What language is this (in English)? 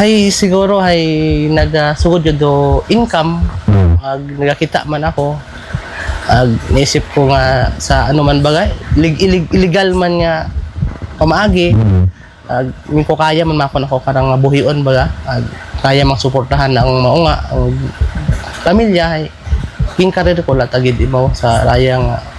Hiligaynon